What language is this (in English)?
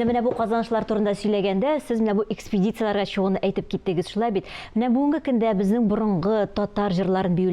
Tatar